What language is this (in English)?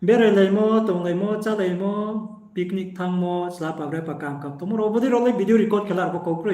Riang (India)